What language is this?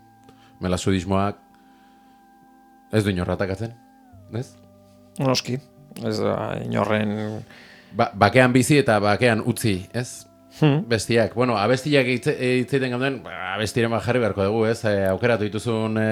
Basque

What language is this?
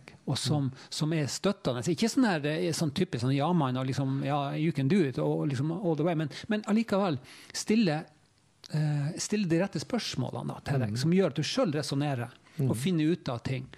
Norwegian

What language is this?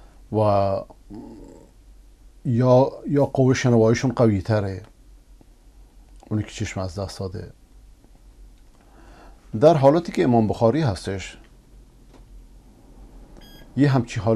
Persian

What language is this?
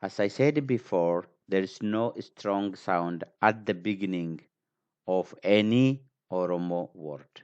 English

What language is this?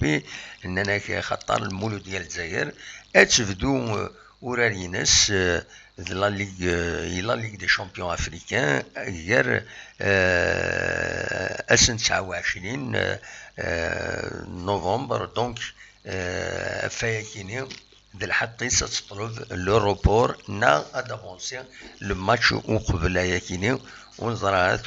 Kabyle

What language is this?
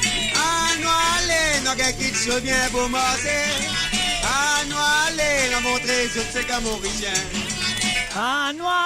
Morisyen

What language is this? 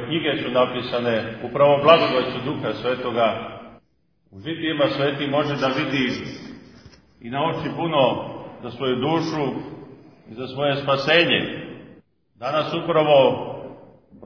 Serbian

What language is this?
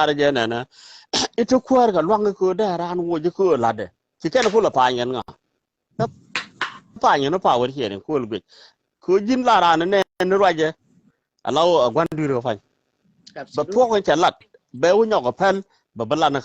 Nuer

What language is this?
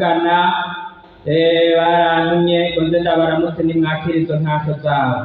Rundi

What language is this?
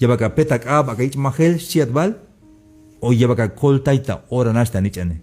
Tzeltal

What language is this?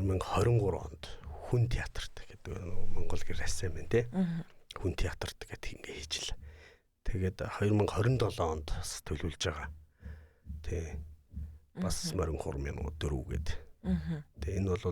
Mongolian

